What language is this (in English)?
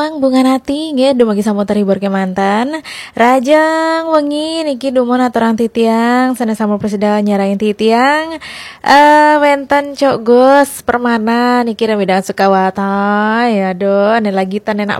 Balinese